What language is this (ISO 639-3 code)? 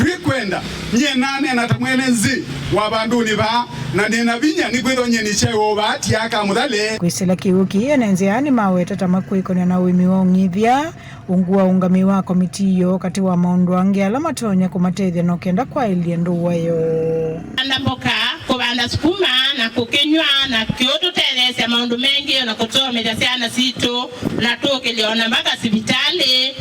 kam